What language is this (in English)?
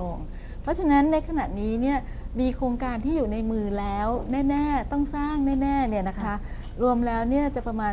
Thai